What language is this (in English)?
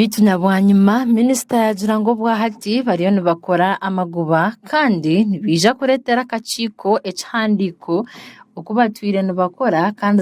Nyankole